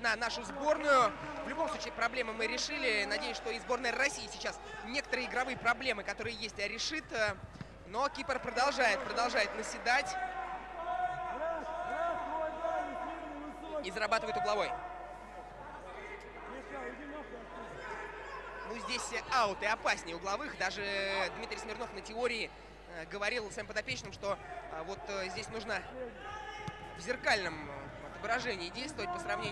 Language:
Russian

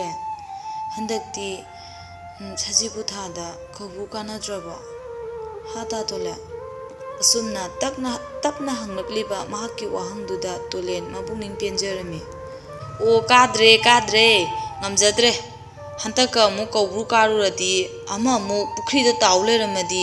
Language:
Manipuri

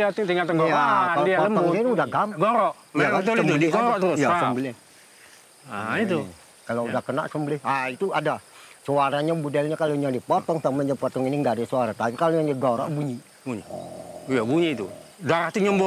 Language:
Indonesian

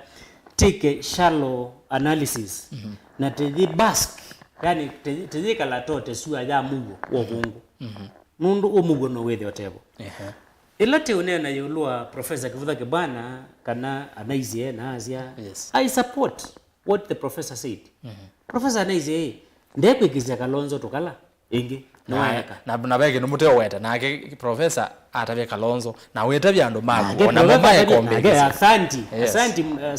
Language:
Kamba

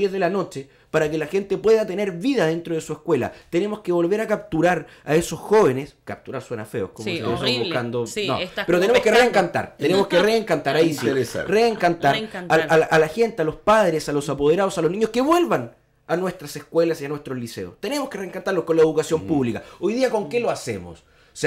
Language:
Spanish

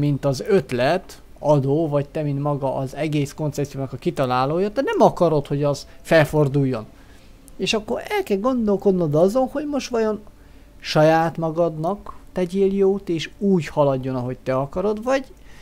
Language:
Hungarian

